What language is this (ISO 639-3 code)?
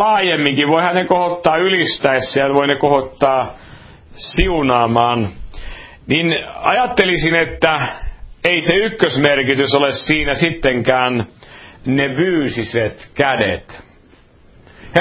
fin